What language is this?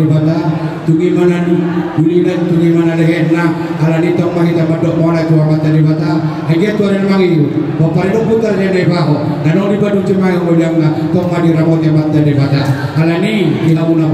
Batak Toba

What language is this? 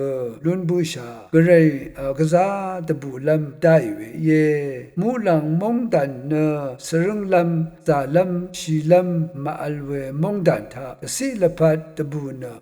Rawang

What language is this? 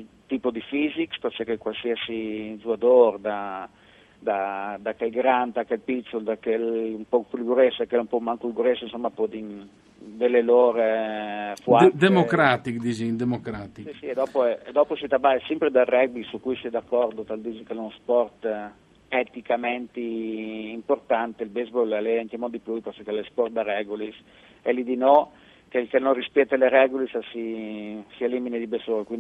Friulian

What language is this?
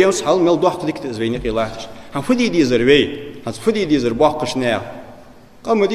Ingush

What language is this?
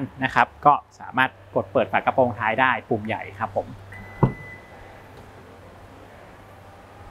Thai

